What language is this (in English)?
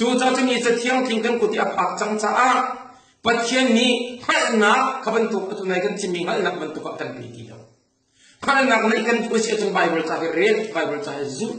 Hakha Chin